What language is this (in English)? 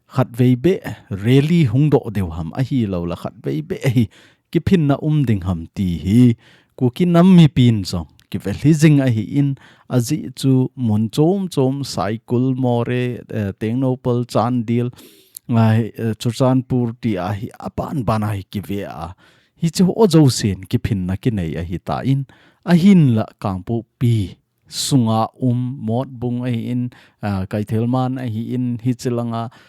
Thado Chin